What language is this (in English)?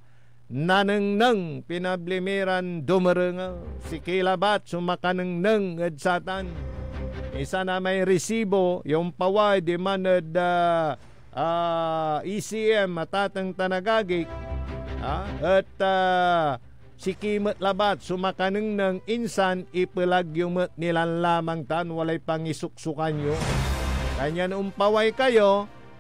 Pangasinan